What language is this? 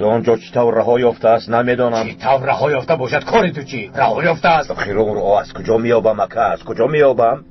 Tajik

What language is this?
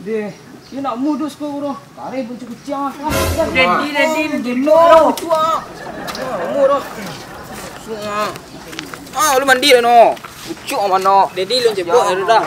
Minangkabau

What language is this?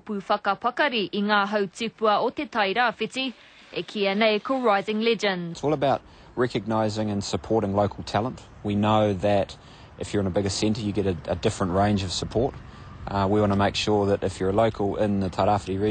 Māori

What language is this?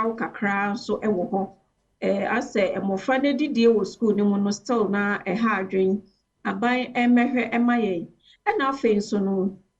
Akan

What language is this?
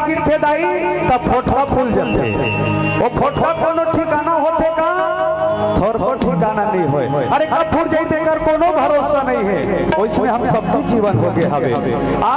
Chhattisgarhi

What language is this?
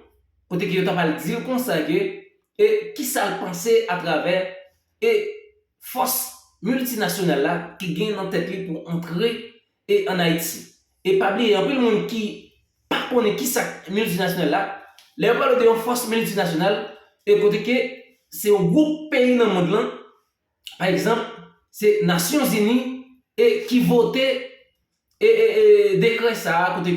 Haitian Creole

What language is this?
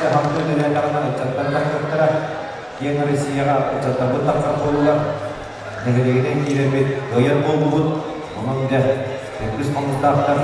Yakut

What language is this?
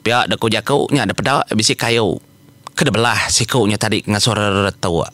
Iban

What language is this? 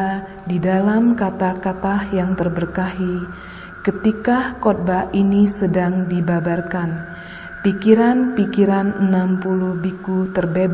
Indonesian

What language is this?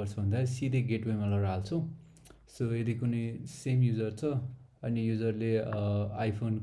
Nepali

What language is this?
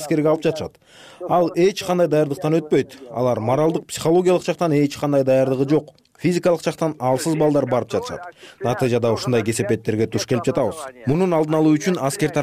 Kyrgyz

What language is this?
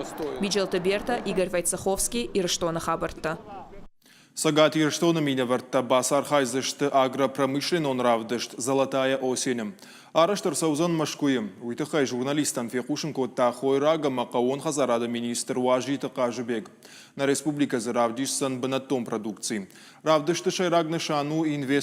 Ossetic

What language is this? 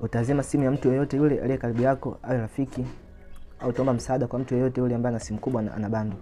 Swahili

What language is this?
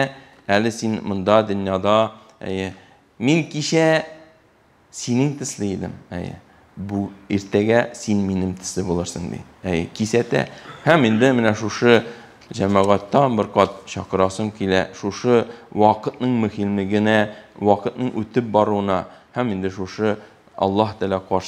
Tatar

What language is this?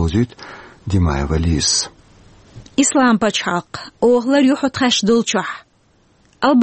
Chechen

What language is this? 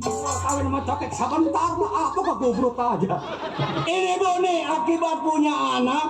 Betawi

